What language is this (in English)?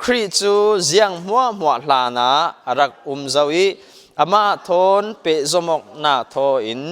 Falam Chin